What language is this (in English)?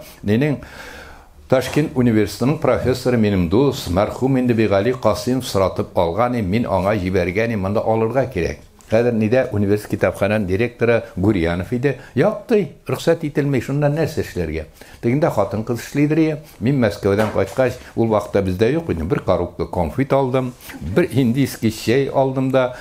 Tatar